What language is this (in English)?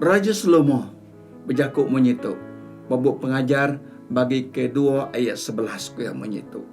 Iban